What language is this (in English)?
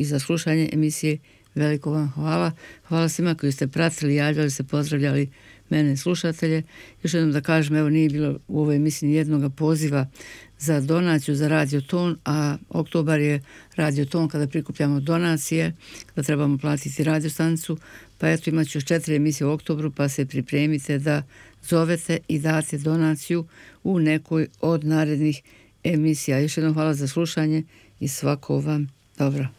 Bosnian